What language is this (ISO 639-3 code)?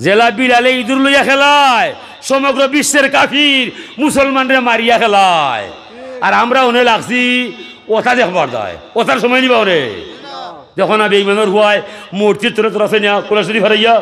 syl